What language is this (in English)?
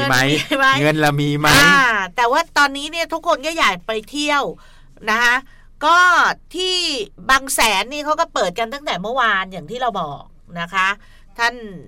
Thai